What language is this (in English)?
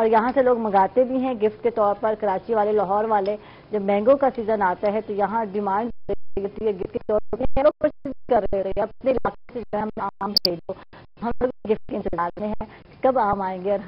Urdu